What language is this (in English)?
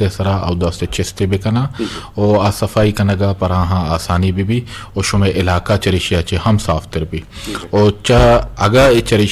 Eastern Balochi